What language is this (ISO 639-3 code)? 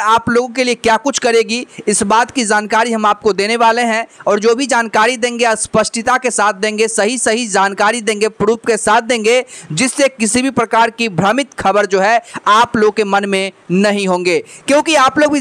hin